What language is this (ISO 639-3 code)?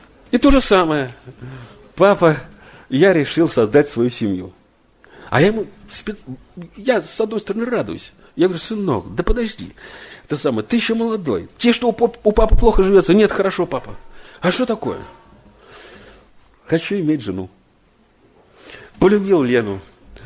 rus